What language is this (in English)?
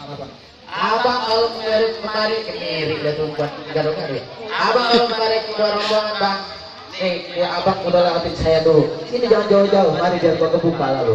Betawi